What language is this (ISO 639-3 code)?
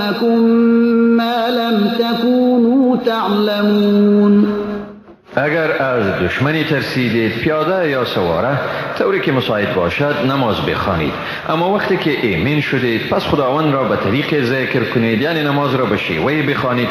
fas